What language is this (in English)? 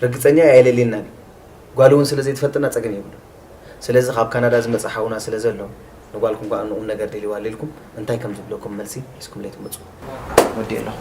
Tigrinya